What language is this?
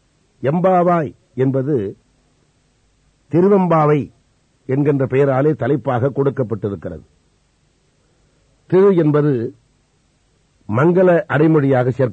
Tamil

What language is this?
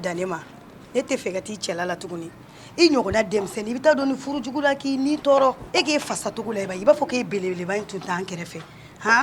Bambara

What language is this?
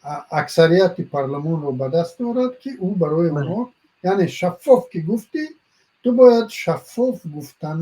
Tajik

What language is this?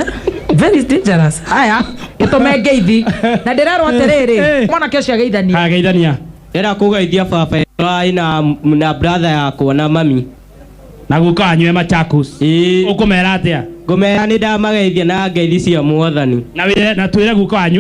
Kikuyu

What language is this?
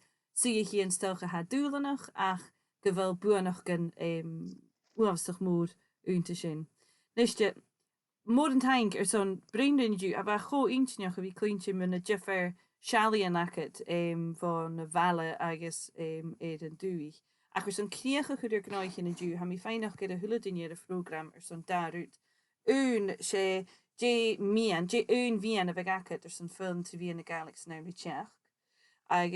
Scottish Gaelic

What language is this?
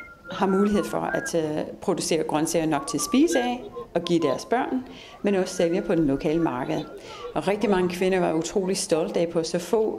Danish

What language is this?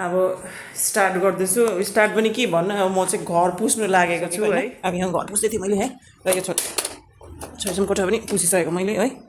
Nepali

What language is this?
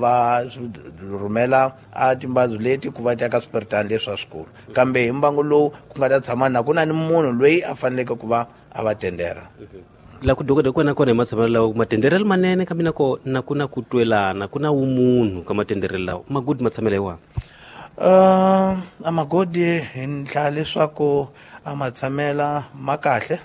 Tsonga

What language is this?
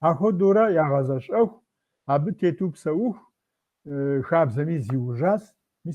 Kabardian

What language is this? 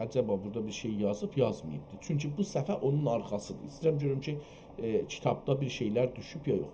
South Azerbaijani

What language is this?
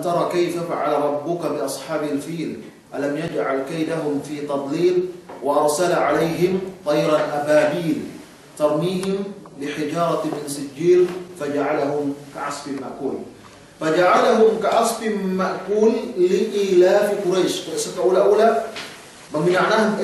Yakan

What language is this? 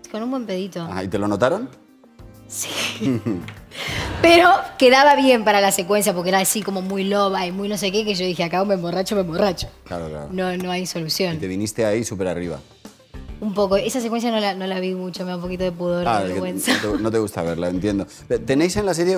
Spanish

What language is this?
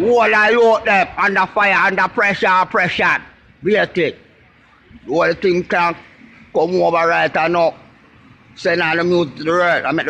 Jamaican Creole English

